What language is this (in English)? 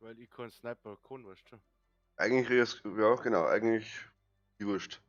Bavarian